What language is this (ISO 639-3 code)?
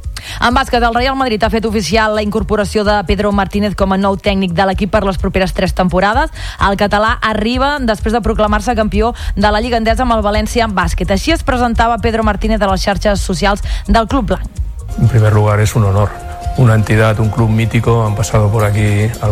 cat